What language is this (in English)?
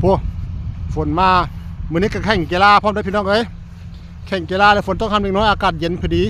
Northeastern Thai